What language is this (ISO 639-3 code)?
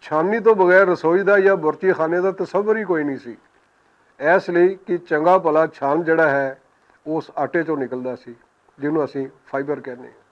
lah